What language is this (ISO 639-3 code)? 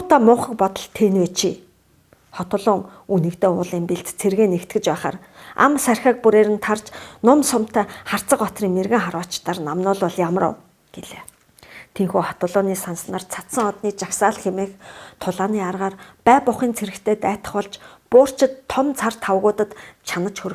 mon